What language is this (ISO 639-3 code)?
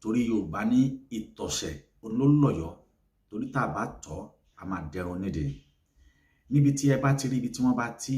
yor